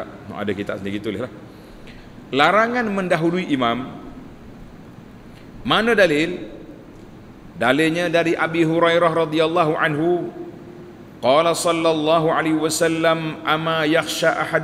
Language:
Malay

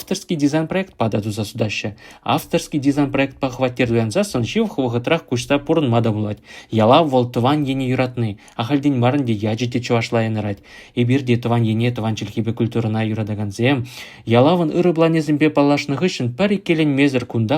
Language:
Chuvash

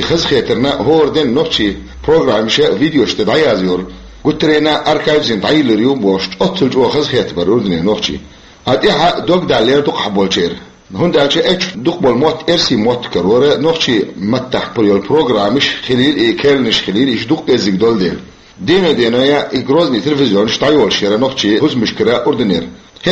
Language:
Chechen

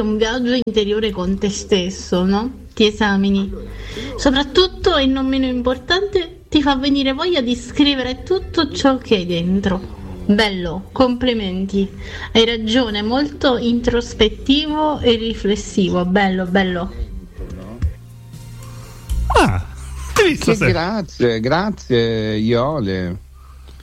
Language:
Italian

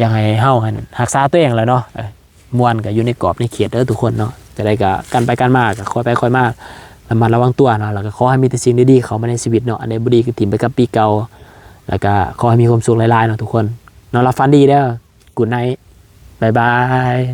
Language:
Lao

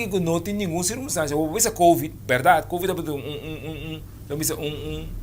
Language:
Papiamento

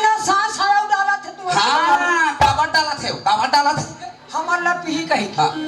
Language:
Chhattisgarhi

